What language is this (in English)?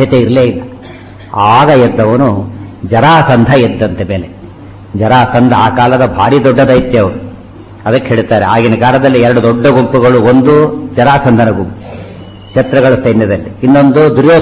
Kannada